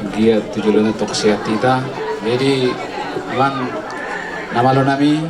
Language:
Batak Toba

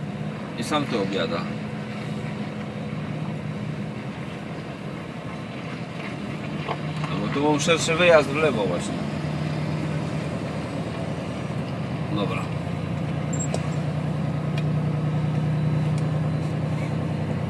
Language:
Polish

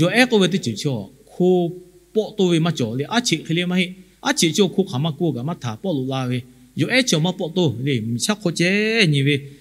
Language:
Lahu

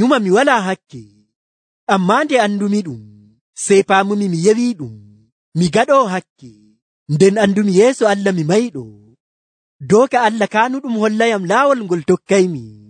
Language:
Nigerian Fulfulde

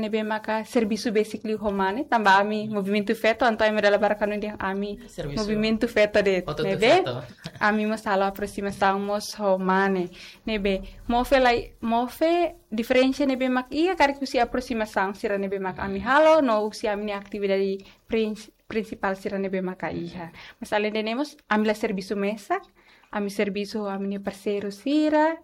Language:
Tetum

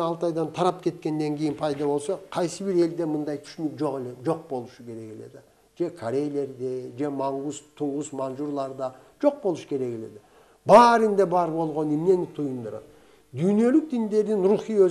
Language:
Kyrgyz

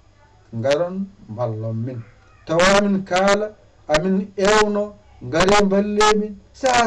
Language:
Fula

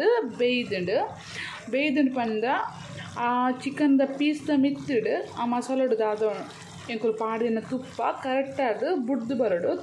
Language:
Tulu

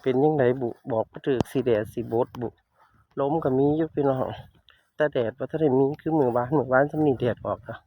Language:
Northeastern Thai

